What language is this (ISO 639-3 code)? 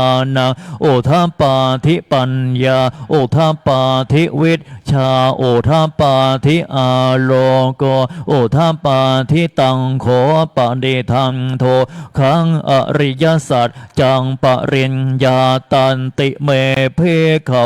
pli